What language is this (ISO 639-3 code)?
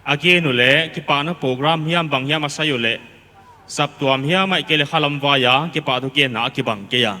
pck